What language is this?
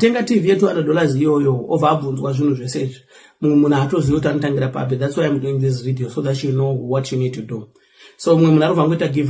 Shona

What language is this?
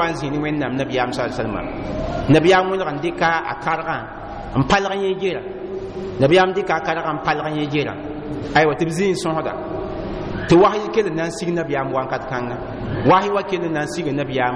Mossi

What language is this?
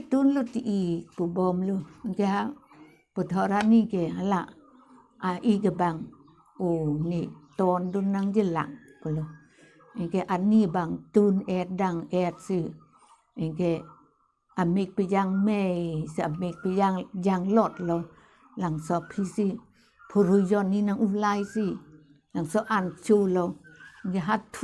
Karbi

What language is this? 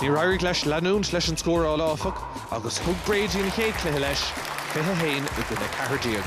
Irish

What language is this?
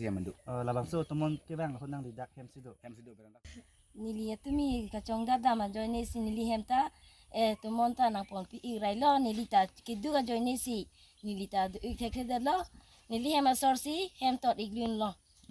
Karbi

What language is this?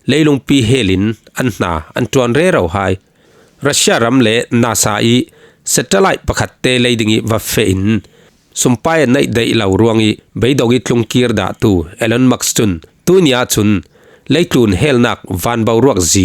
Falam Chin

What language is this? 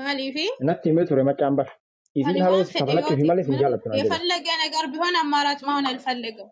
Oromo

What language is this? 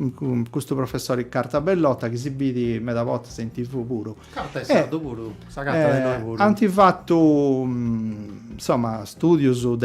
Sardinian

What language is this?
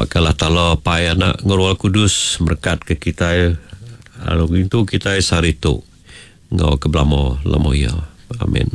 Iban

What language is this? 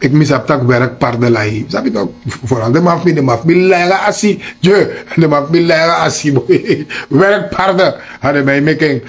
Sranan Tongo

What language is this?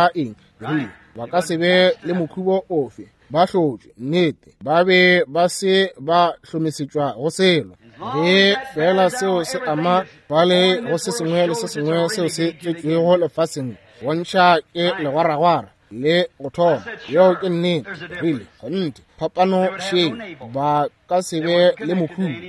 Northern Sotho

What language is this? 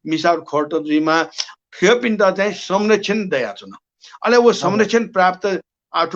Newari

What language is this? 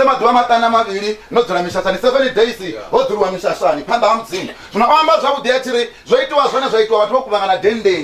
Venda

